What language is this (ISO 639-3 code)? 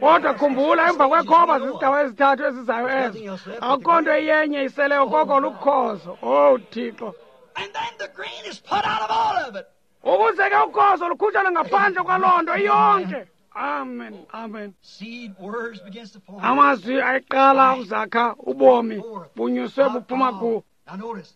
xho